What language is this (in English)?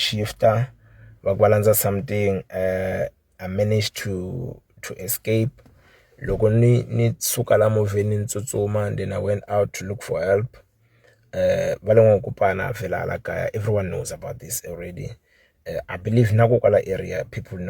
Tsonga